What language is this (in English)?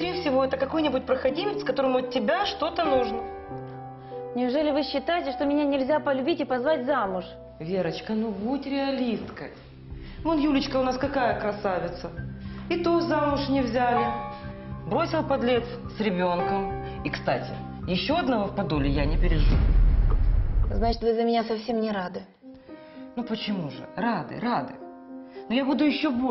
Russian